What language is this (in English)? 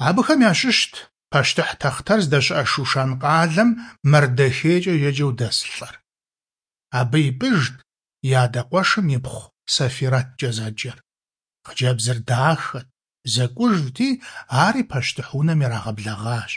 Kabardian